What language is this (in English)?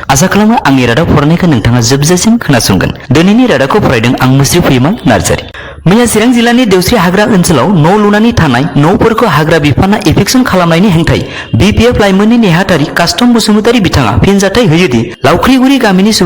Bodo